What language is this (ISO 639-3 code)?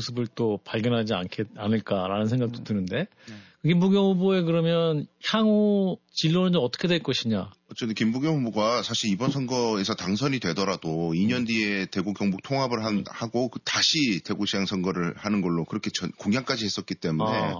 kor